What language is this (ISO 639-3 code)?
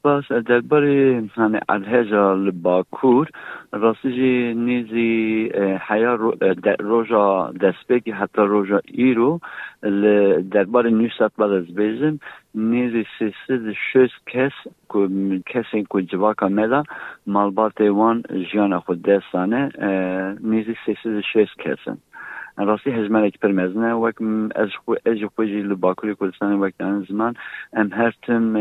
kur